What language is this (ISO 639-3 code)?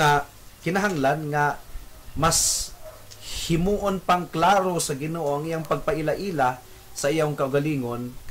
ceb